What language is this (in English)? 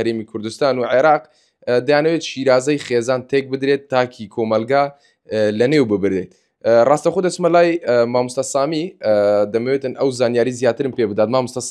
Central Kurdish